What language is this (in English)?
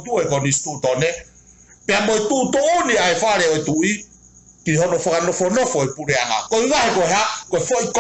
Tongan